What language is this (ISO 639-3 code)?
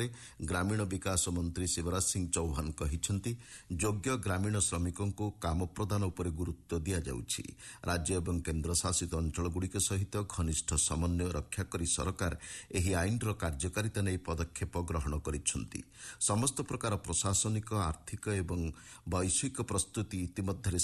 ori